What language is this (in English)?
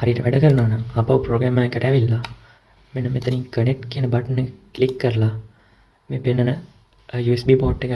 Sinhala